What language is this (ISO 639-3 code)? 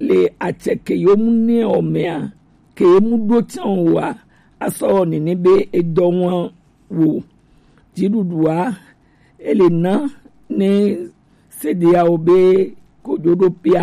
gej